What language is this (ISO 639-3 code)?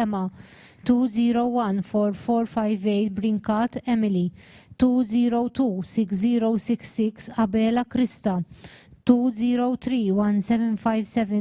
eng